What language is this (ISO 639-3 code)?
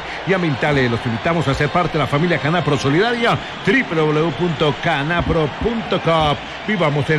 spa